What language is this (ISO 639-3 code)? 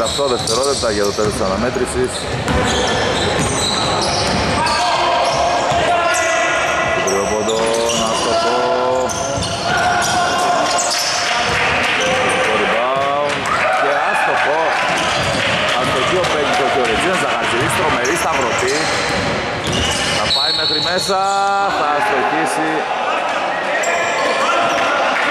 ell